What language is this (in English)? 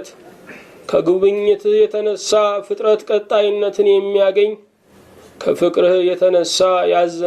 Amharic